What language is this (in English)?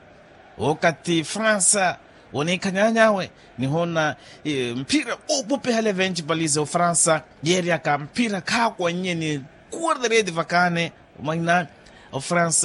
Makhuwa